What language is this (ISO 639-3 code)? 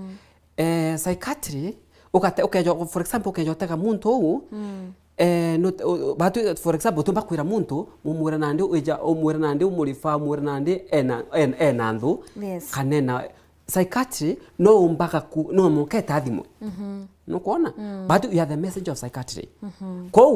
mer